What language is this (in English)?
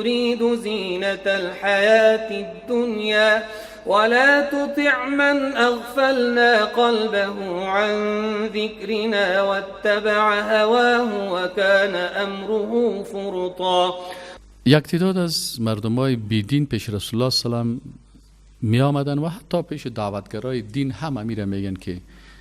Persian